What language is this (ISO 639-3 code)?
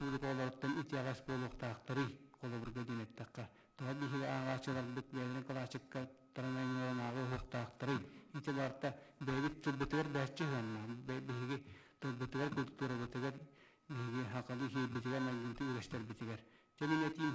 sah